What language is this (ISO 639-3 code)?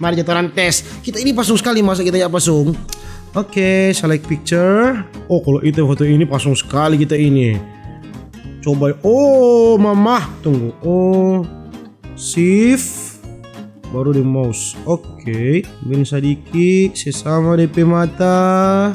xmm